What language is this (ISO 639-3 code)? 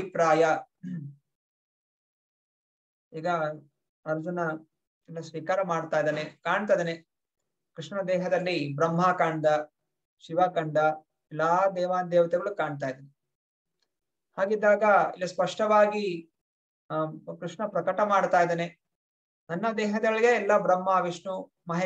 kan